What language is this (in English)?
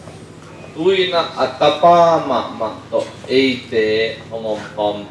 Tedim Chin